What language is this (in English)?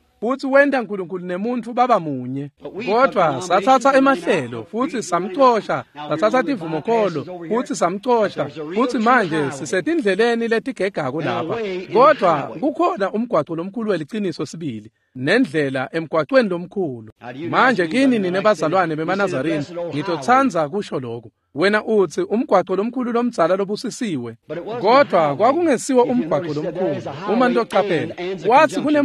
Swati